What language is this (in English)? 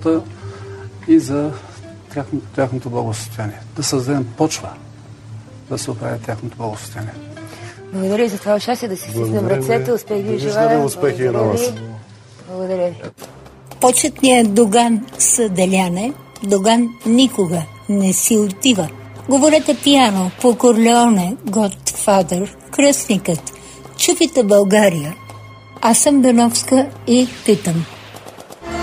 Bulgarian